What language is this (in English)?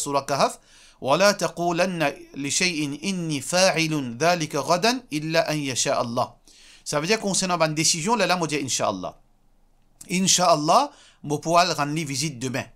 Morisyen